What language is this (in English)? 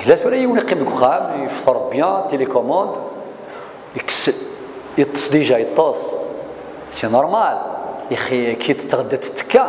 Kabyle